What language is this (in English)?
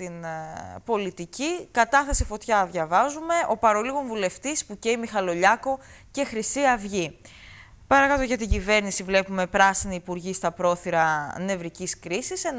Greek